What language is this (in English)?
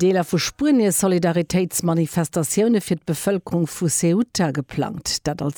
Luxembourgish